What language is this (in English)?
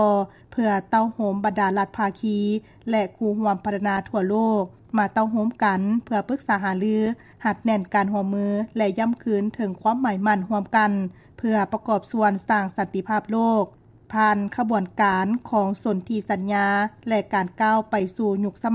Lao